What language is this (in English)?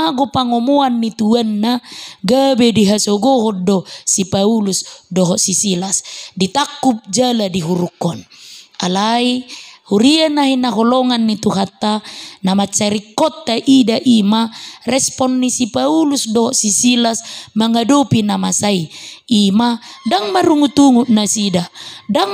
Batak Toba